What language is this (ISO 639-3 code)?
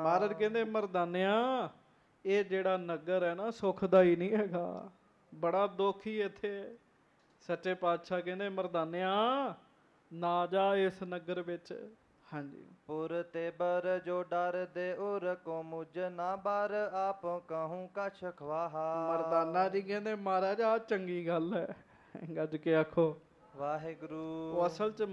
pan